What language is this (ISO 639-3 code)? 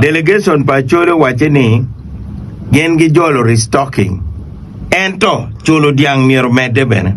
ach